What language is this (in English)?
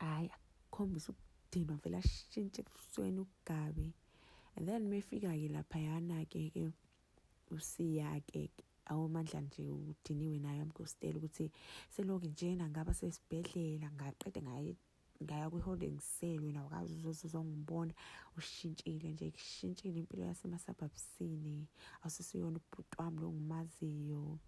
Zulu